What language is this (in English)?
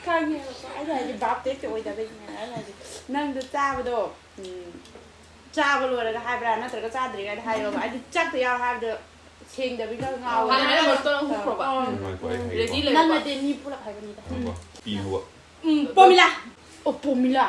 Manipuri